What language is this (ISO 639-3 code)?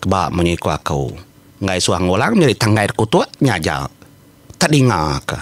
iba